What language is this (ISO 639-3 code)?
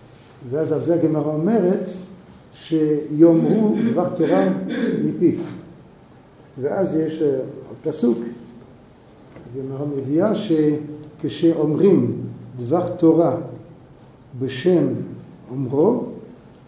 heb